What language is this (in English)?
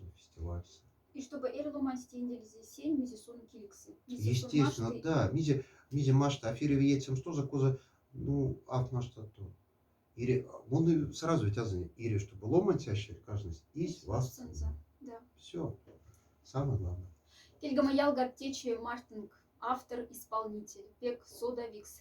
Moksha